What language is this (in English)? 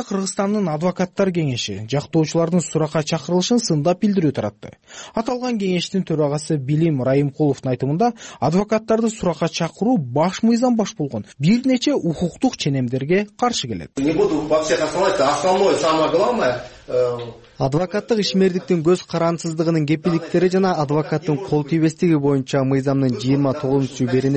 Kyrgyz